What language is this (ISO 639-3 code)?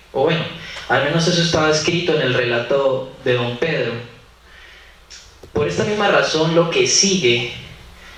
spa